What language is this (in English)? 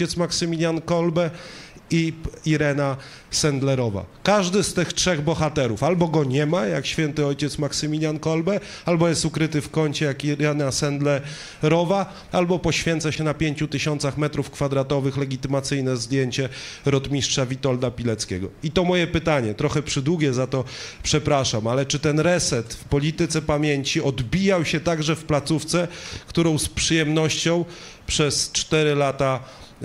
Polish